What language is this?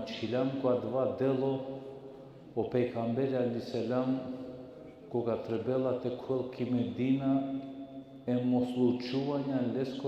Balkan Romani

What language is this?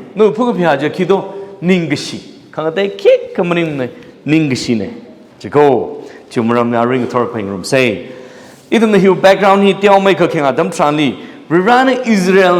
Tangkhul Naga (India)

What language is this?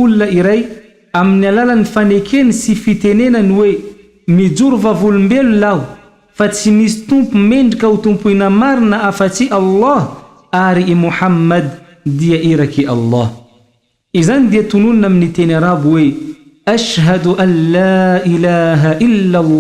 Malagasy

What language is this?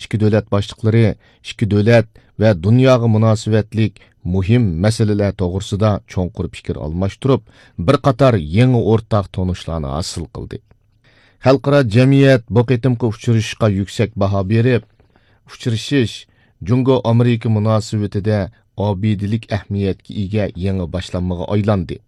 Uyghur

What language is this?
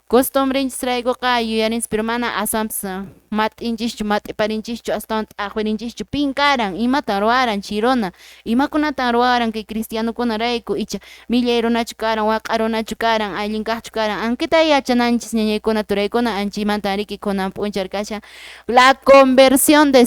Quechua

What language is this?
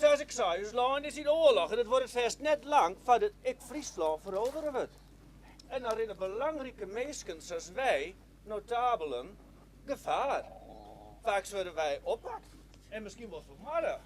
Western Frisian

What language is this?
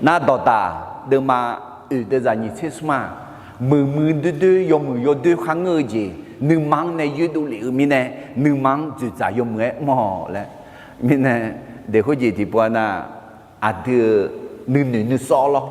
Akha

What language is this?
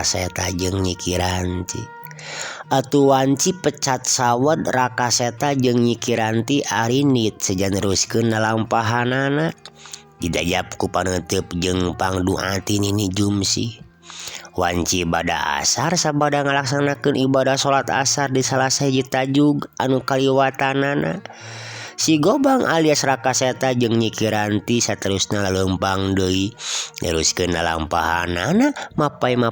Sundanese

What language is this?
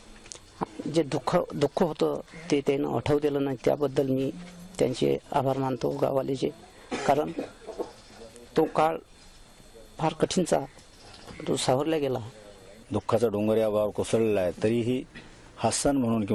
Marathi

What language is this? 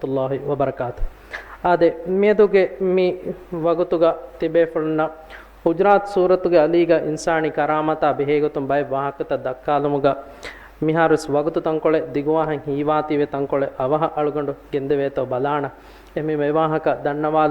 Divehi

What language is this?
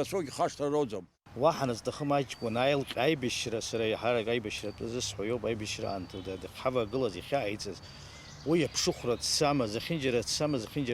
Abkhazian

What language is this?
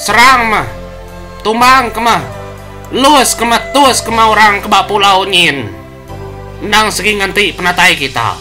Iban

